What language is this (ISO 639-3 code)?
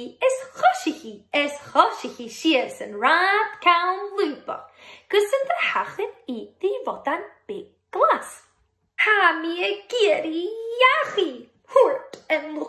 gla